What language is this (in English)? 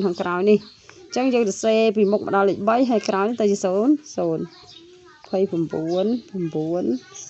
Khmer